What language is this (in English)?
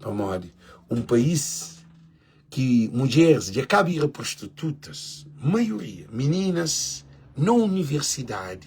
Kabuverdianu